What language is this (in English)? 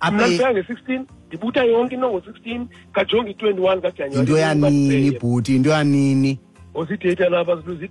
Xhosa